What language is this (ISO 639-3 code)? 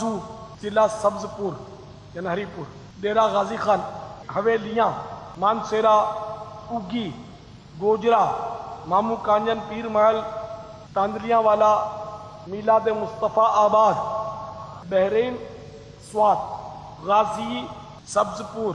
urd